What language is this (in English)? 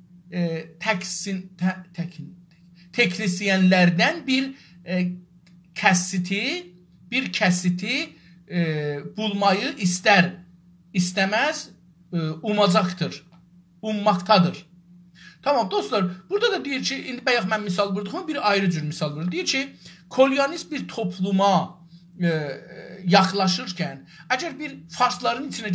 South Azerbaijani